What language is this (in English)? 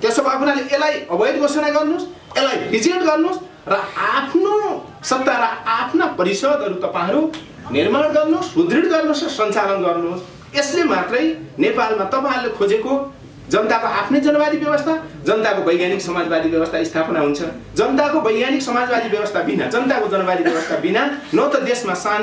Nepali